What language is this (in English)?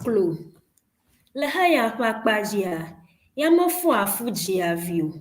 Ewe